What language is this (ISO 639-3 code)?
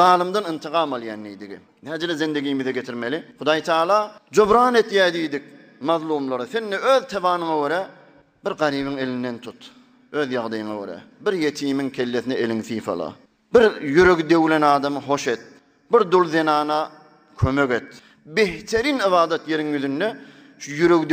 tuk